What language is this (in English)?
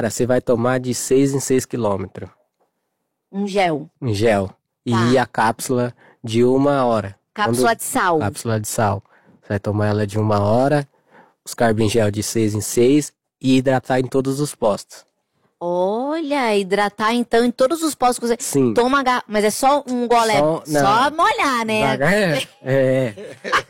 Portuguese